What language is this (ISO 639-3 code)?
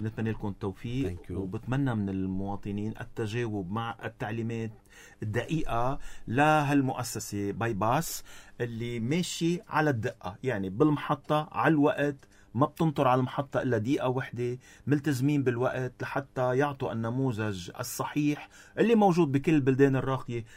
apc